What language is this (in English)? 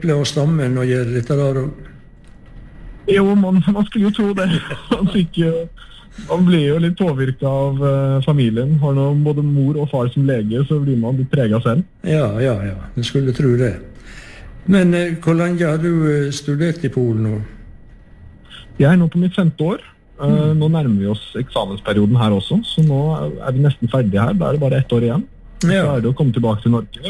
Norwegian